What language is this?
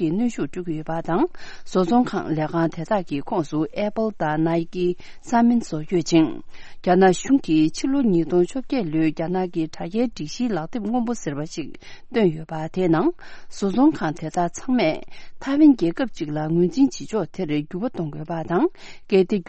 Tibetan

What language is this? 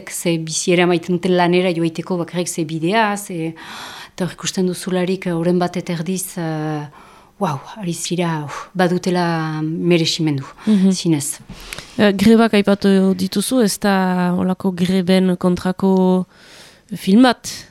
Basque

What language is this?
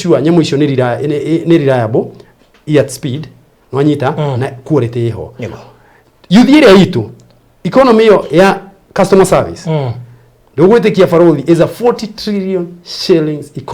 Kikuyu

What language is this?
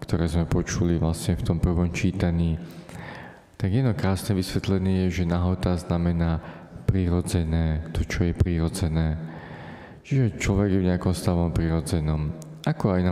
Slovak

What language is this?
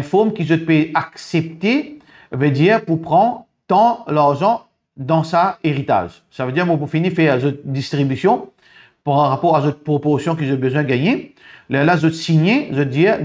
Morisyen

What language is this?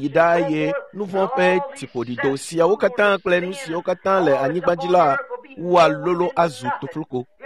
Ewe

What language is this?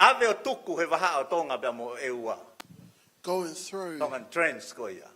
Tongan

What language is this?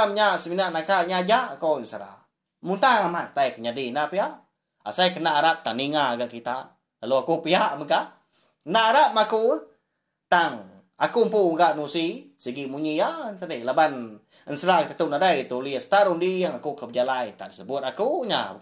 Iban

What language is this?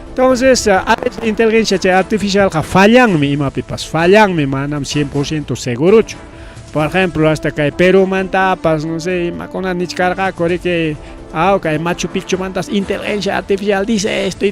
Ayacucho Quechua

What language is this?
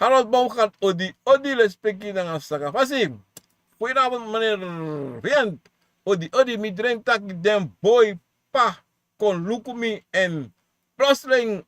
Sranan Tongo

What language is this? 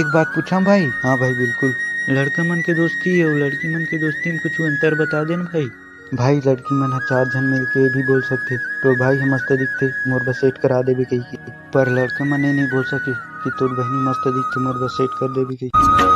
Chhattisgarhi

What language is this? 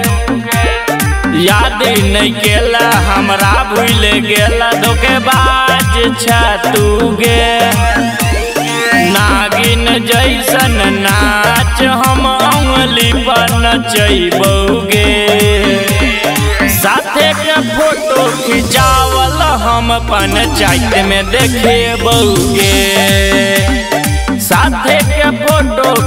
Bhojpuri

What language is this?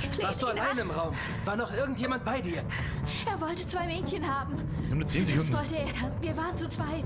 Bavarian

